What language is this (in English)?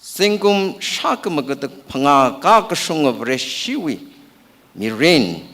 Tangkhul Naga (India)